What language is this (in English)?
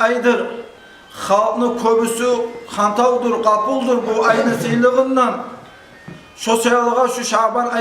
Kumyk